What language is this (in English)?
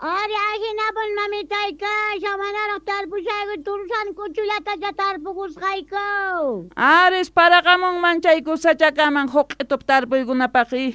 South Bolivian Quechua